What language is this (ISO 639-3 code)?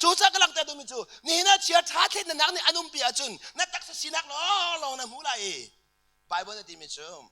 cnh